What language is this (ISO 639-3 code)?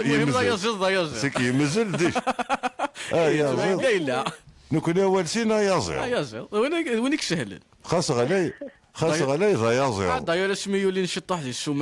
kab